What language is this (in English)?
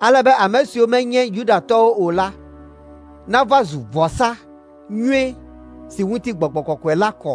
Ewe